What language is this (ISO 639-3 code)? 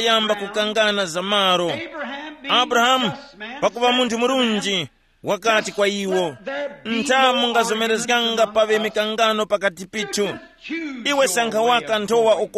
tum